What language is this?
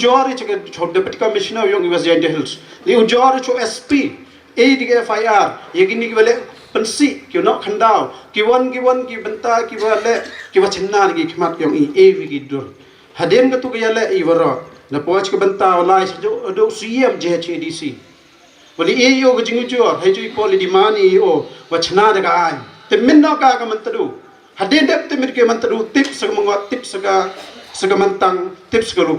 Pnar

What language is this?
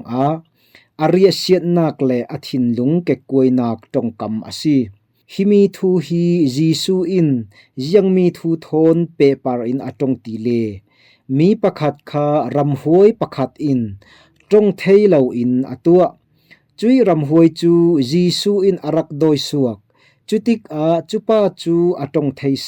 Falam Chin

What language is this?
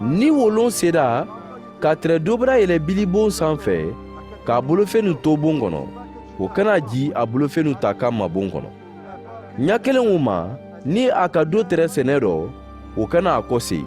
Mandingo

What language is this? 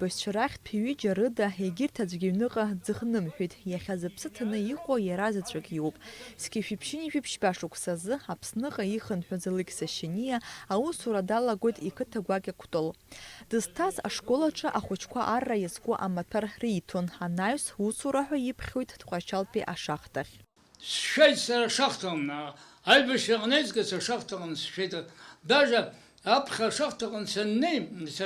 Abkhazian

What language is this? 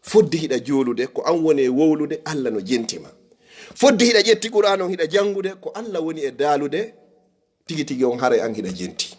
Fula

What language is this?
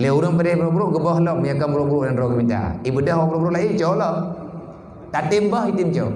Achinese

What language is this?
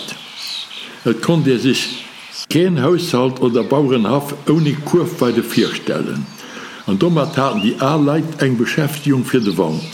Luxembourgish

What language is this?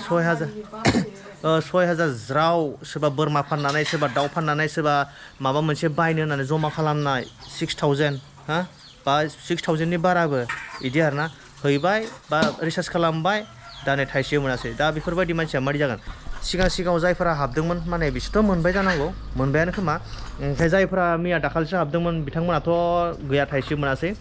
Bodo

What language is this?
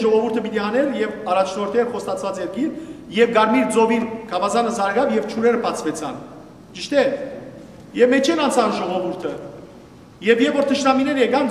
Western Armenian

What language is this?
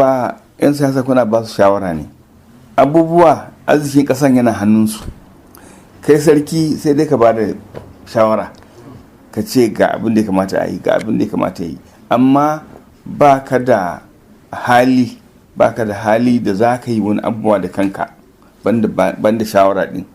Hausa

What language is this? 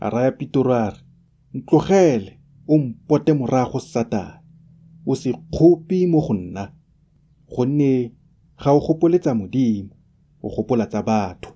Tswana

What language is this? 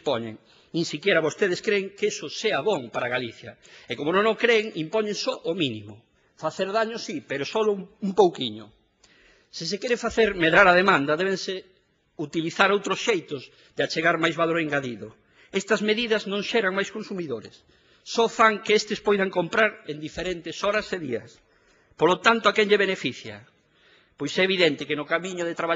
Galician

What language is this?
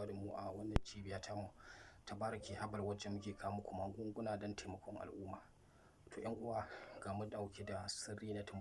Hausa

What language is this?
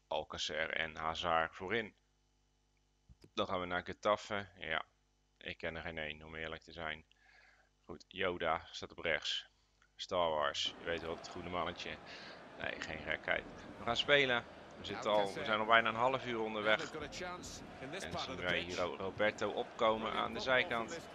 Dutch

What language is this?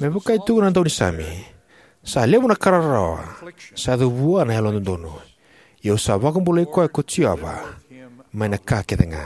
Fijian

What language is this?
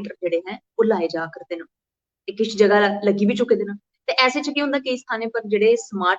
Dogri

